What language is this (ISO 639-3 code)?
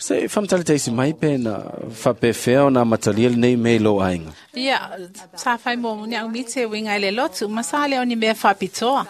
smo